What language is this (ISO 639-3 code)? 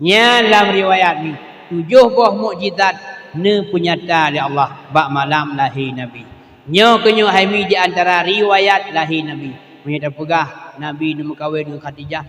ace